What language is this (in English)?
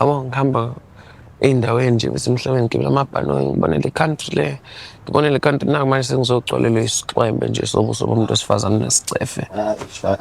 Zulu